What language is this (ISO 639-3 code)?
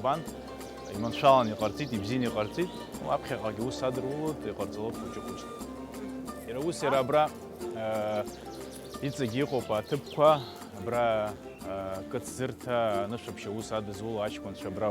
abk